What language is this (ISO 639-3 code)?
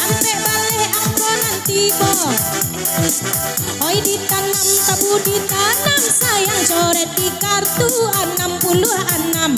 min